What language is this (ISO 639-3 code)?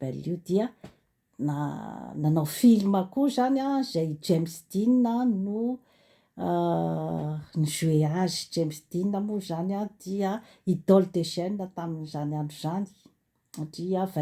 mlg